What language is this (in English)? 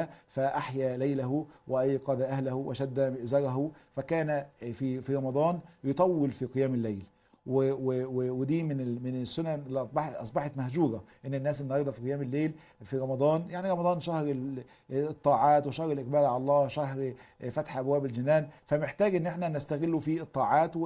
Egyptian Arabic